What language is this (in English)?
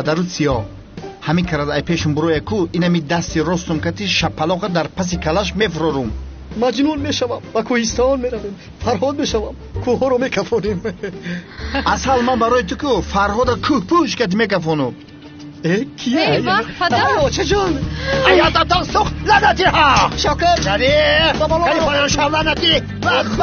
Tajik